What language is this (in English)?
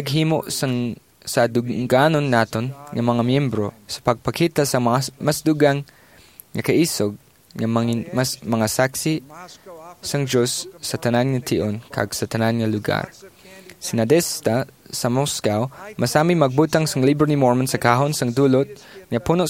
Hiligaynon